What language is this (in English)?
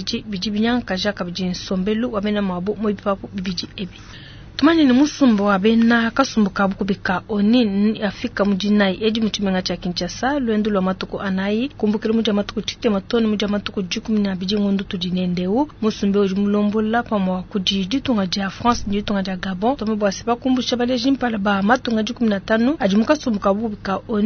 Luba-Lulua